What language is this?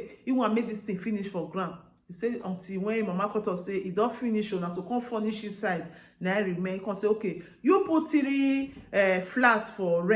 Nigerian Pidgin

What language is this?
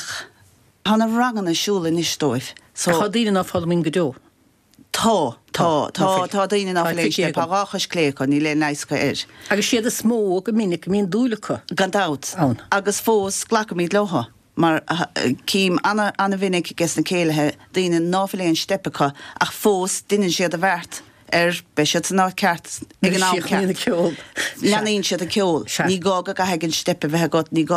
Irish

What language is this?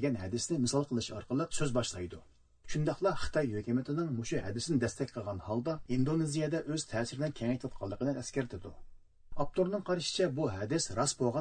Uyghur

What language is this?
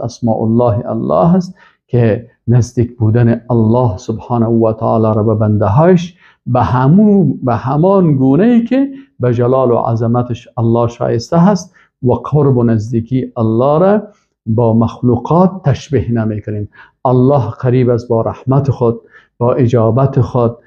Persian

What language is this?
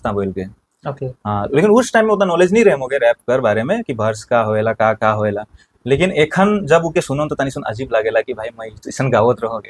Sadri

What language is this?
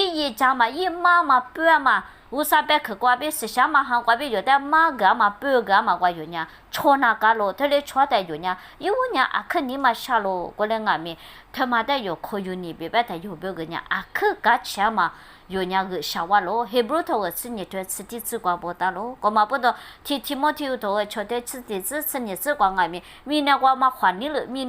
Lisu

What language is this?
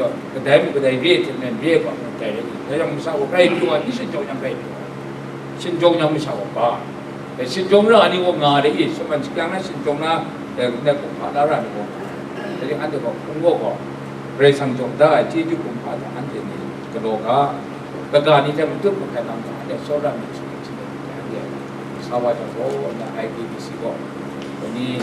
Kachin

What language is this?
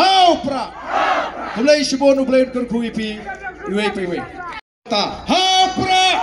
Khasi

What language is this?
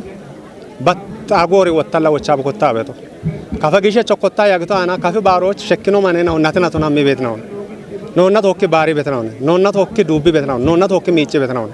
Kafa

